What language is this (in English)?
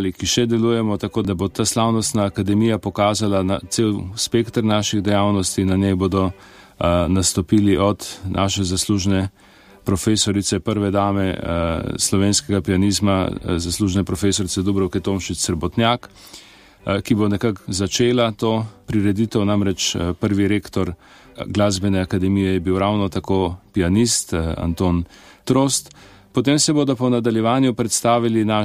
Slovenian